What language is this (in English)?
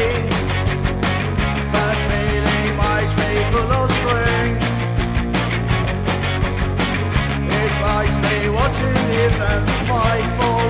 Basque